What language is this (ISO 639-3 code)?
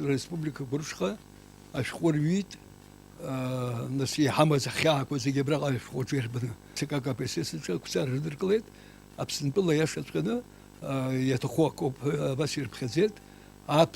abk